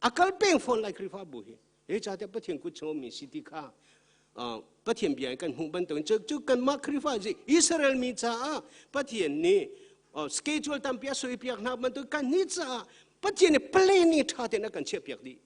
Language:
Hakha Chin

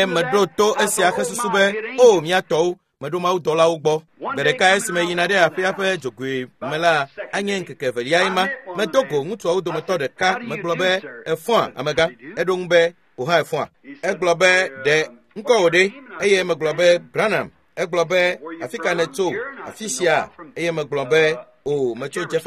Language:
Ewe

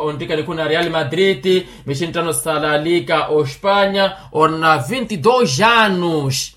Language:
Makhuwa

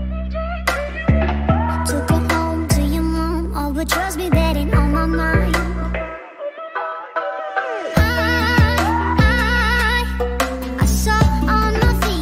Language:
English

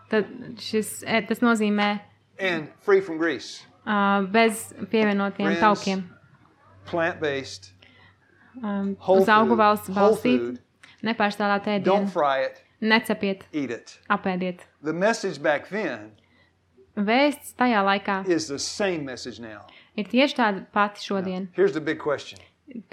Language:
Latvian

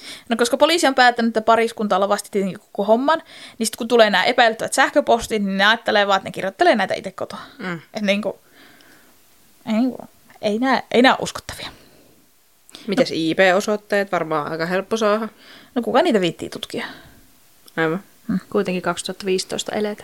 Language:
Finnish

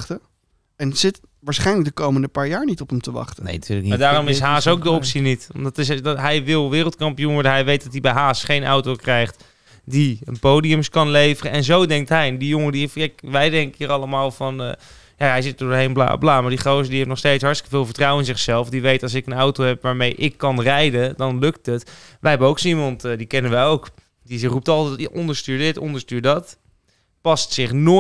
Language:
Dutch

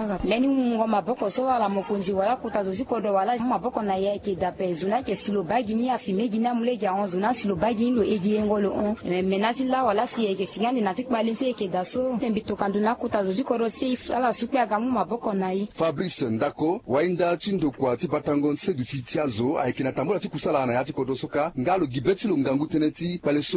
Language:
Sango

